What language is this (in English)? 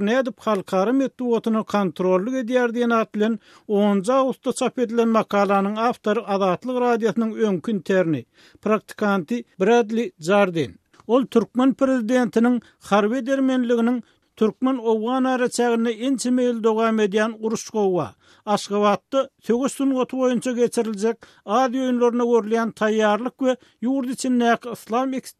Turkmen